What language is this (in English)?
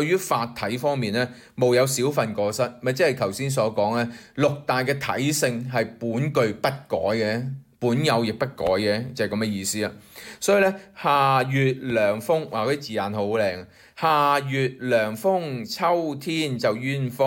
Cantonese